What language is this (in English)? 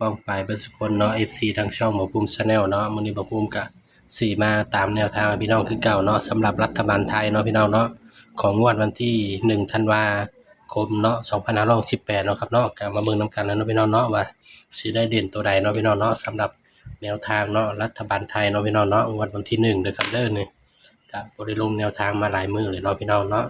Northeastern Thai